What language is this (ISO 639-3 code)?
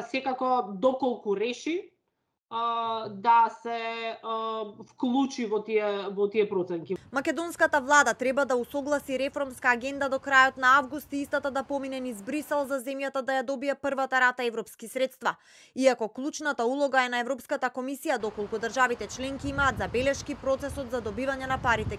mkd